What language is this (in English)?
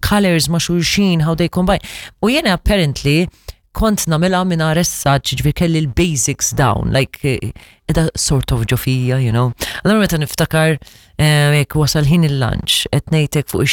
Maltese